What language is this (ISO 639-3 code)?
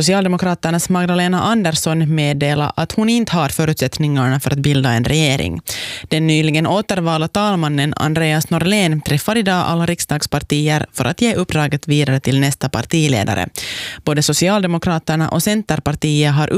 swe